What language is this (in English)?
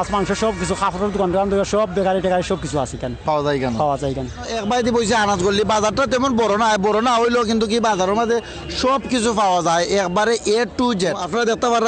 Sylheti